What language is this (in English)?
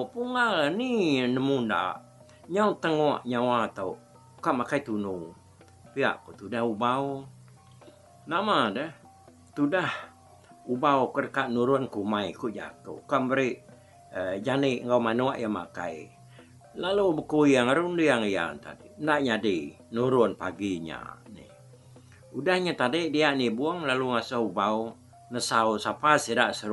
Iban